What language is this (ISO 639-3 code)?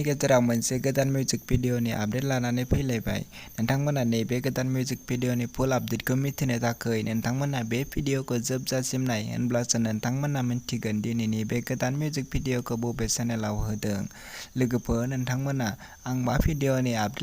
brx